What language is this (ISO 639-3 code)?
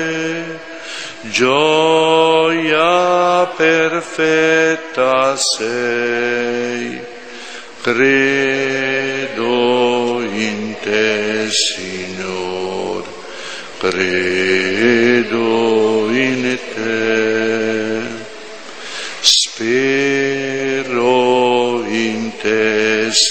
ita